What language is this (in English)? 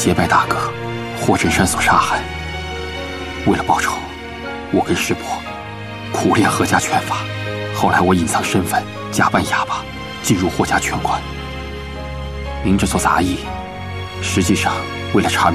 Chinese